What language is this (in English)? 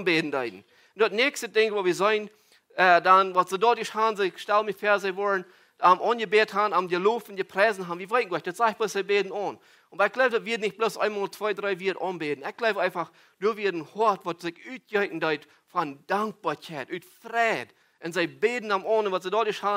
Plautdietsch